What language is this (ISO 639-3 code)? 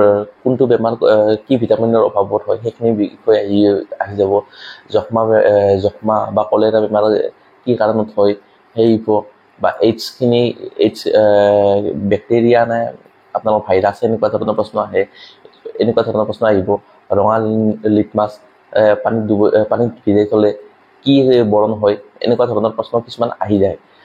asm